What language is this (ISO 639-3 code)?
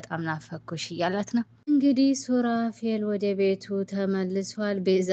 amh